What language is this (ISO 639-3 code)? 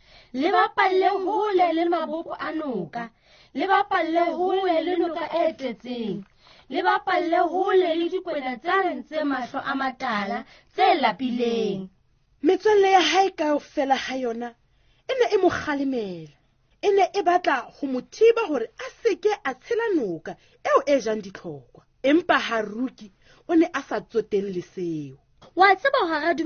sot